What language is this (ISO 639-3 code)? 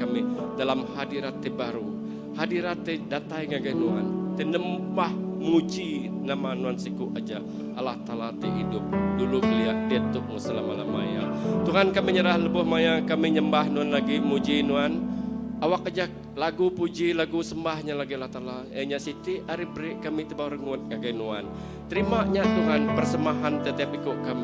iba